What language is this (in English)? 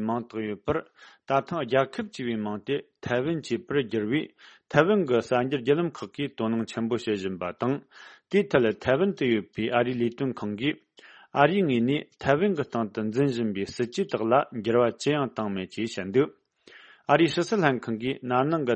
Tibetan